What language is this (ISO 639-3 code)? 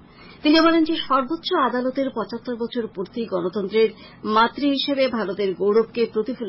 ben